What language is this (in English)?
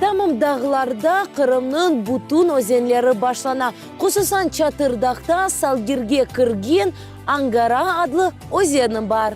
Crimean Tatar